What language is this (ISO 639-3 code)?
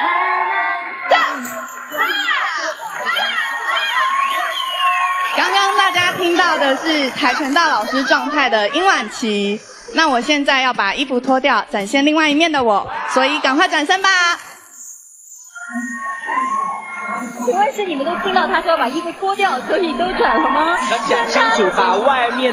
zho